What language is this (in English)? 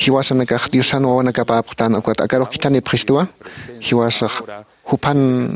Aymara